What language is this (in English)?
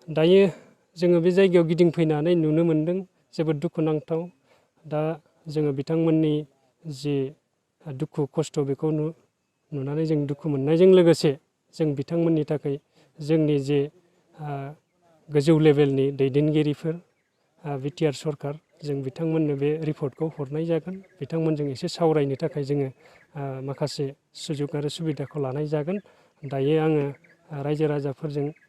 Bodo